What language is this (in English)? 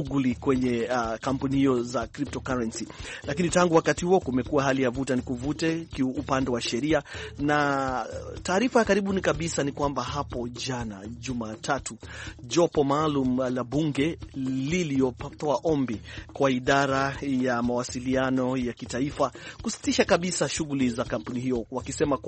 Swahili